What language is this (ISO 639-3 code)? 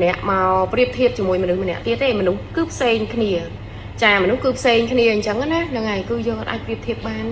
khm